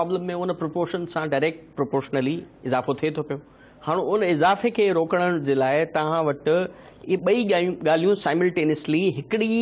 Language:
Sindhi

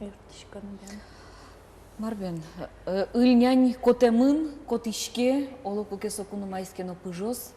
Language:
Udmurt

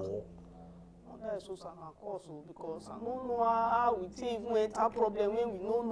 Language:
Nigerian Pidgin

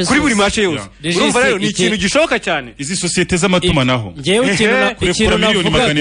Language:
Kinyarwanda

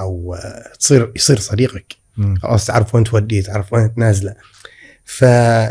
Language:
Gulf Arabic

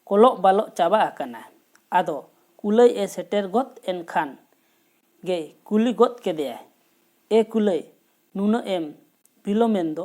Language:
Santali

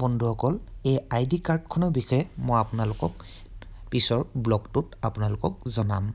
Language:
Assamese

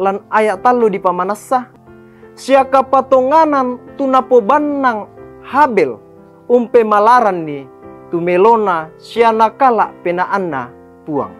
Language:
Toraja-Sa'dan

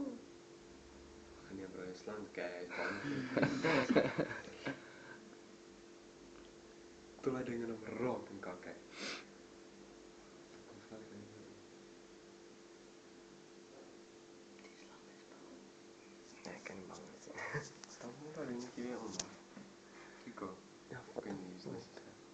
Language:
Afrikaans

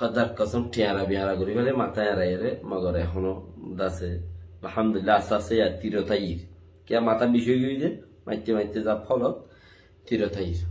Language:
Rohingya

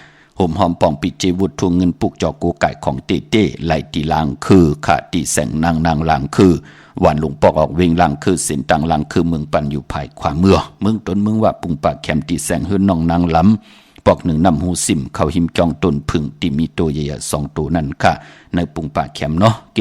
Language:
Shan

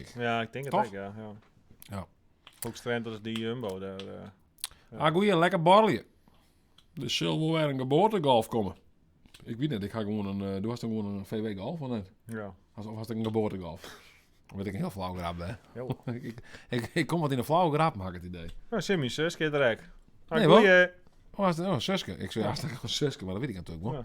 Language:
Western Frisian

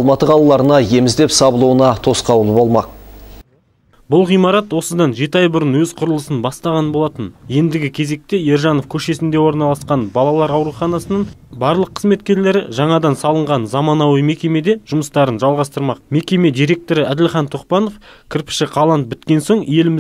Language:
Kazakh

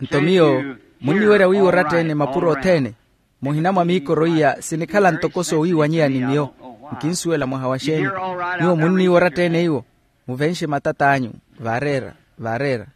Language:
Makhuwa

